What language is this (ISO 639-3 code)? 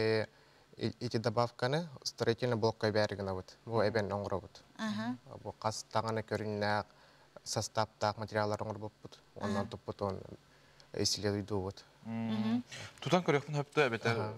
sah